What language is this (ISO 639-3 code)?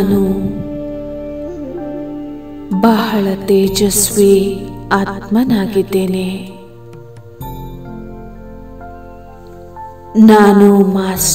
kan